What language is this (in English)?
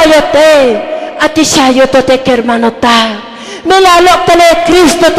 Tzotzil